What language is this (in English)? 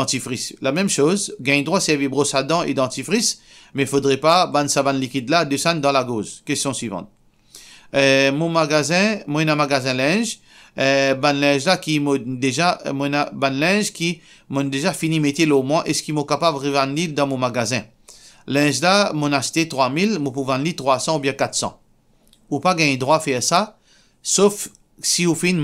Morisyen